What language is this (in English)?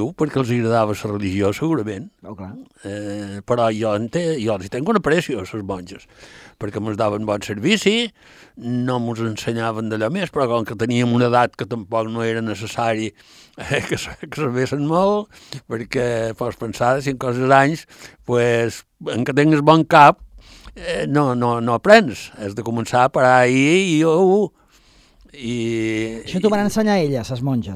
Catalan